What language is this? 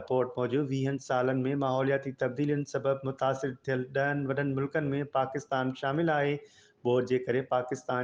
Sindhi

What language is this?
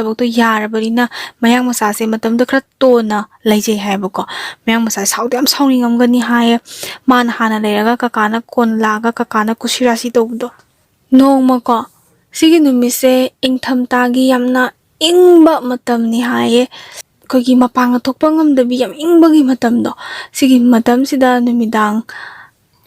Manipuri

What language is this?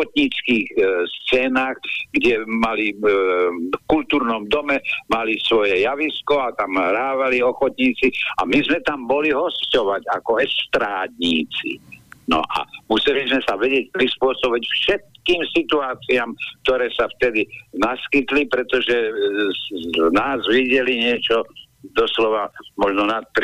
Slovak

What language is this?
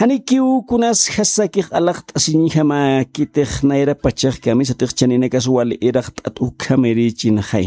Aymara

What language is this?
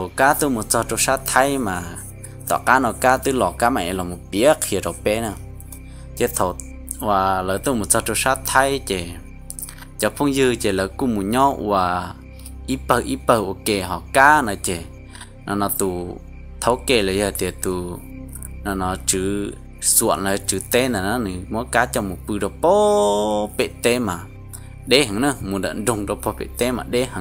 Hmong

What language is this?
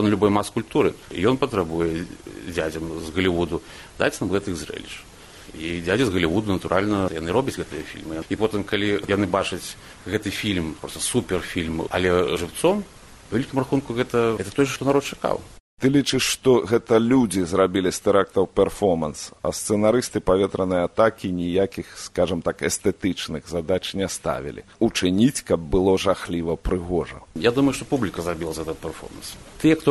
Belarusian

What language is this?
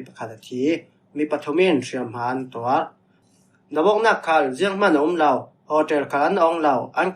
Falam Chin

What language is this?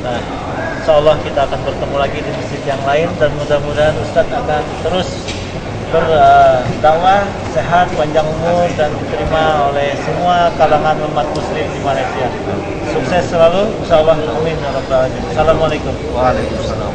Banjar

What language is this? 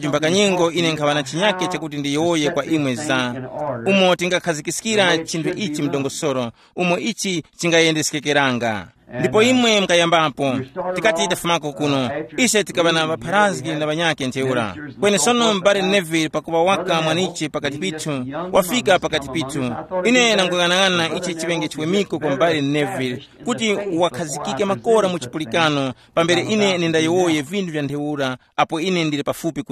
Tumbuka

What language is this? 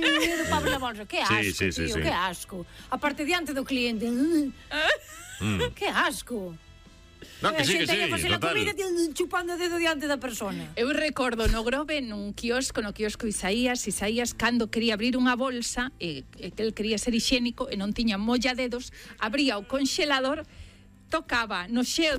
Galician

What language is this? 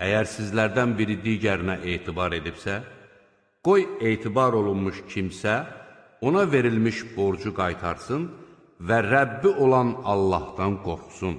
Azerbaijani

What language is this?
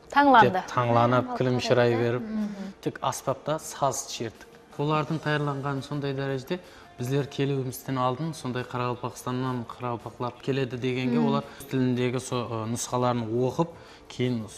Kara-Kalpak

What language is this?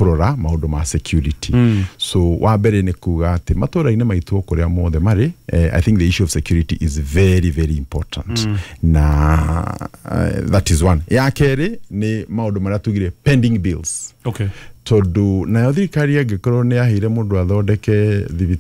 Kikuyu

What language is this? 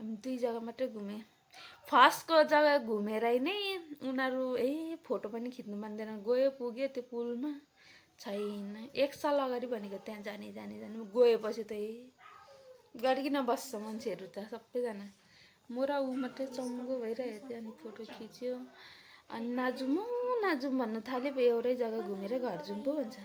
Nepali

